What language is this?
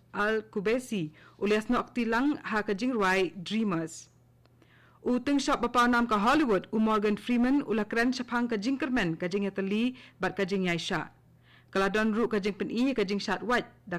Khasi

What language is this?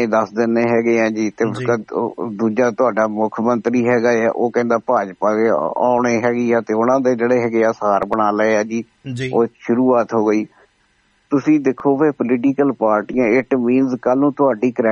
Punjabi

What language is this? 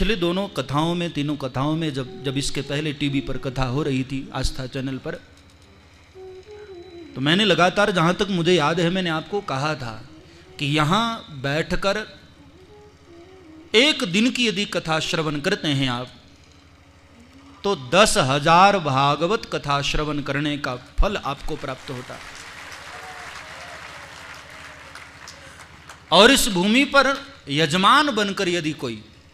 Hindi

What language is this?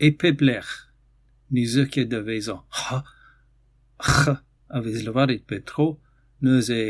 Breton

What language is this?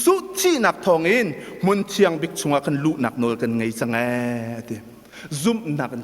Hakha Chin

